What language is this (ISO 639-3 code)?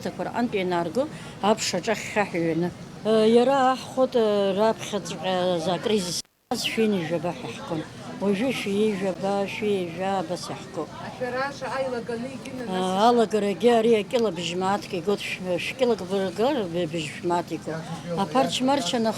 abk